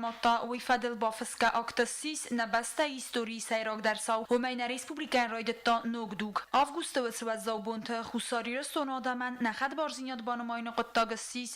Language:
Ossetic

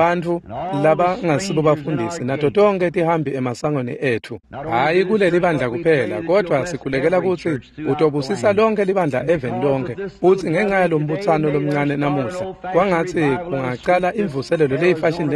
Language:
Swati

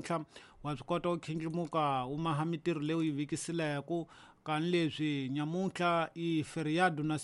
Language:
Tsonga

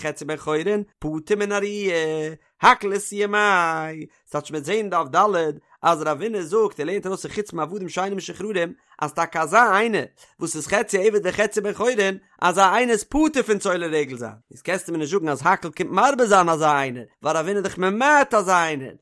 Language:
Yiddish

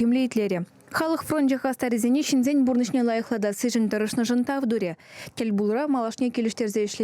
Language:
Chuvash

